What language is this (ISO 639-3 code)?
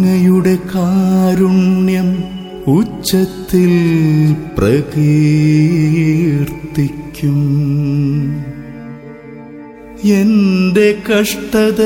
mal